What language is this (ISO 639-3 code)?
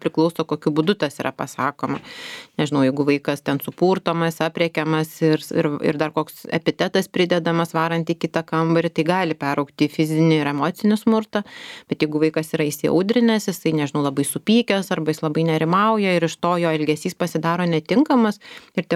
lit